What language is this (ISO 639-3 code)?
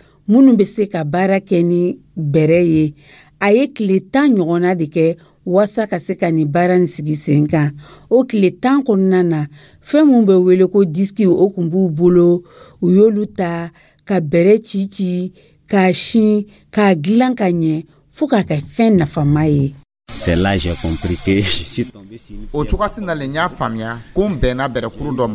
dyu